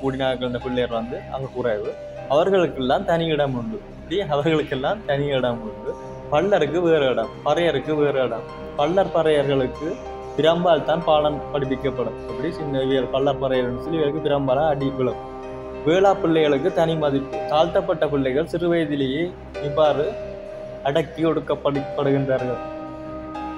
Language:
Tamil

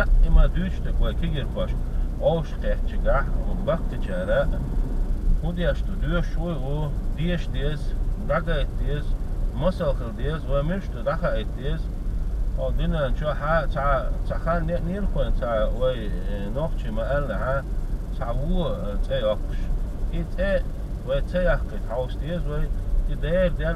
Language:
Chechen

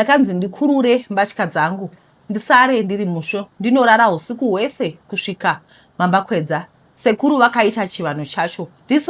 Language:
Shona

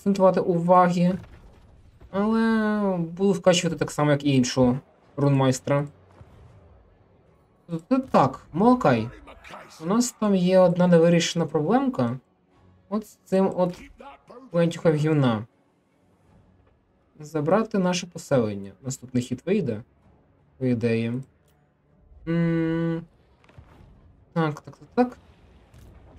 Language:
Ukrainian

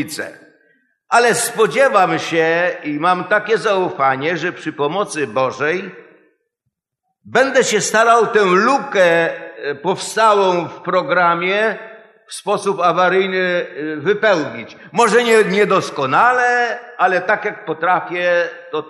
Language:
Polish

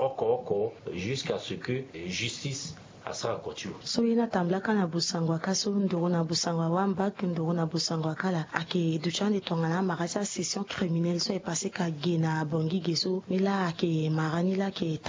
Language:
Sango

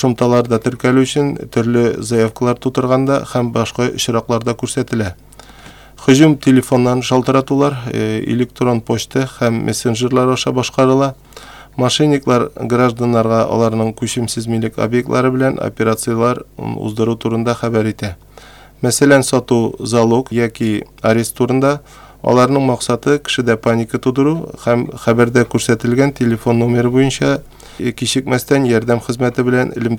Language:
Tatar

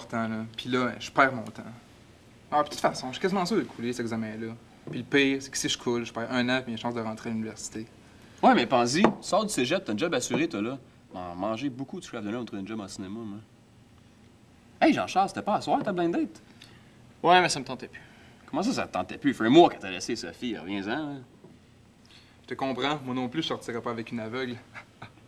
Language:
French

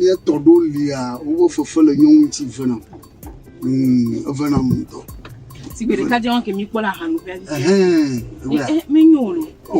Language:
Ewe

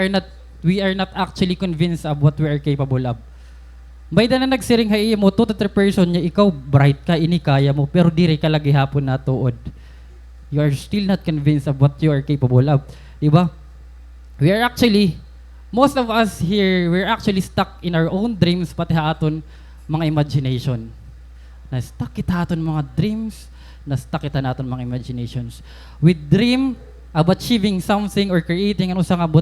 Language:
Waray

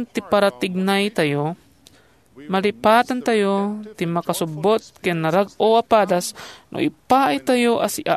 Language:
Iloko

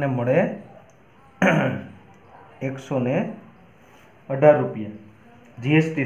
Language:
Gujarati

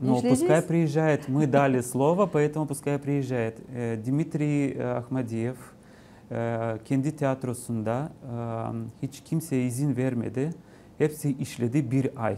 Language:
Gagauz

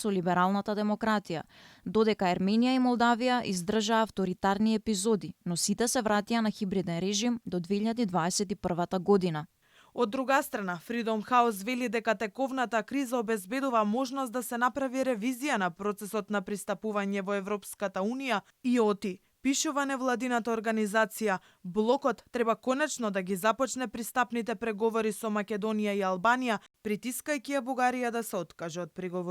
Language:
Macedonian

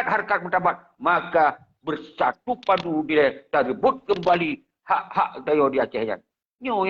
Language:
Achinese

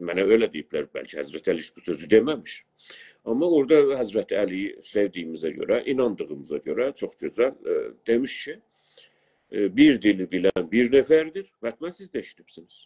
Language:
South Azerbaijani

